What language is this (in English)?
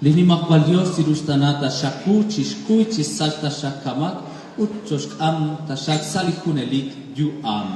Kekchí